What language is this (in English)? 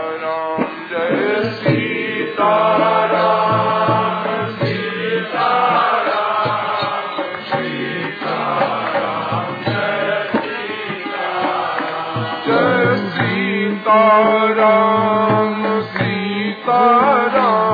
Hindi